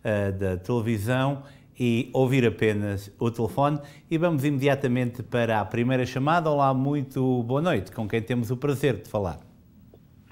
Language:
Portuguese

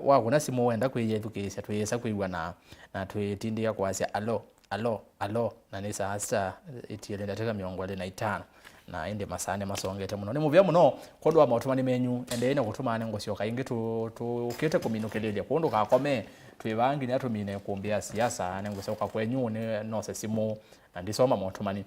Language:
Kamba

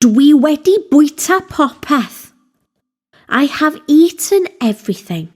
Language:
Welsh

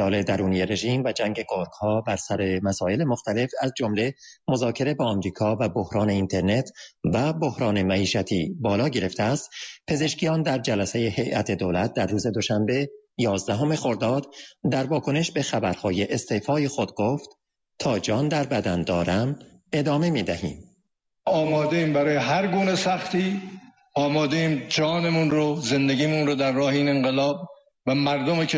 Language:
Persian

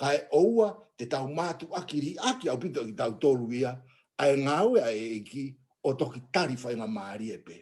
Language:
Tongan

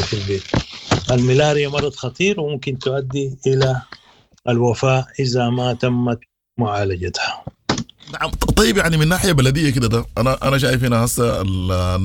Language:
Sudanese Arabic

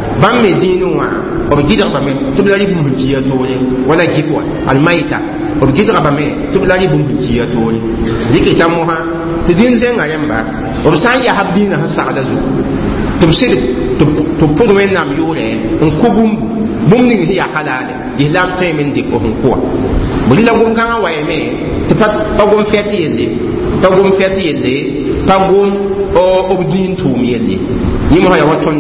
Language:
Mossi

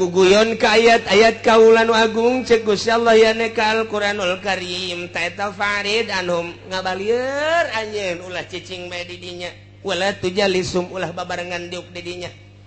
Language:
Sundanese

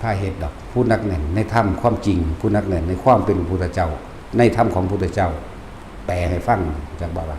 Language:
Northeastern Thai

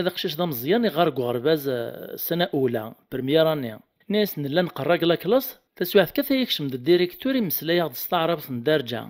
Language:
Kabyle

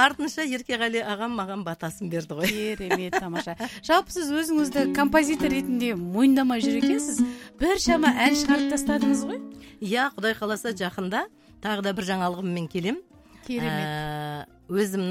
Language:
Kazakh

